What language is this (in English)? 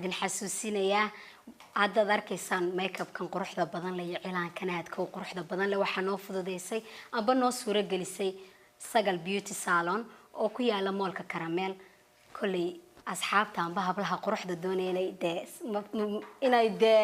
Somali